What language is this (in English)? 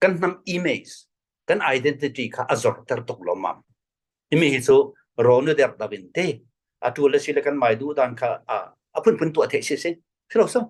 Falam Chin